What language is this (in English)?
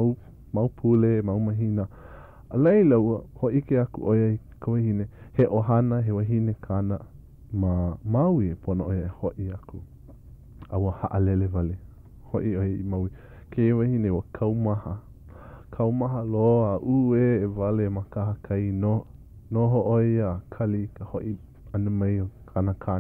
Hawaiian